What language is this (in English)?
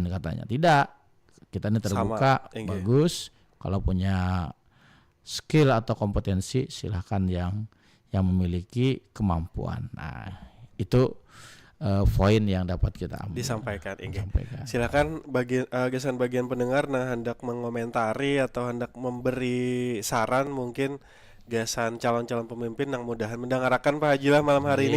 Banjar